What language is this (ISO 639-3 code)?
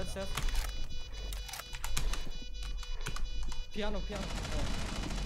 deu